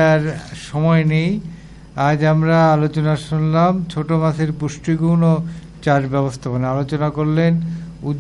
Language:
Bangla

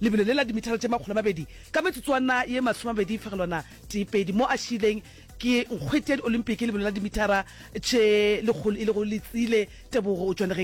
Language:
Northern Sotho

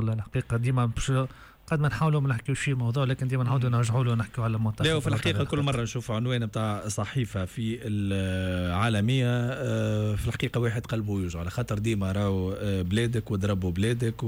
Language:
Tunisian Arabic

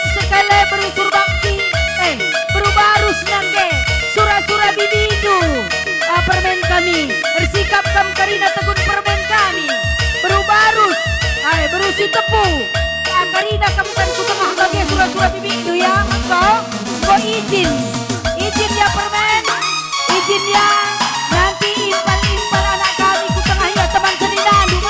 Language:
Batak Karo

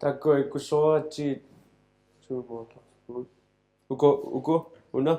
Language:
Kalaallisut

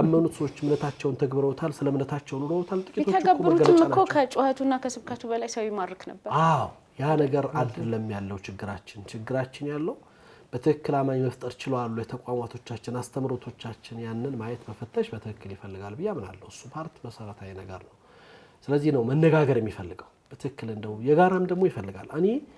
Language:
Amharic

